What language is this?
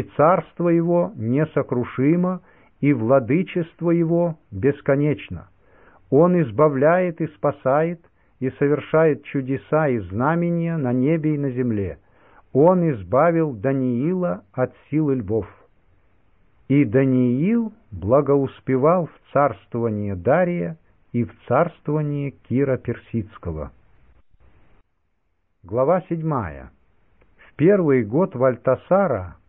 Russian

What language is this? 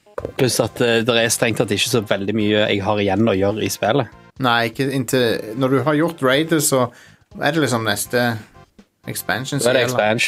Norwegian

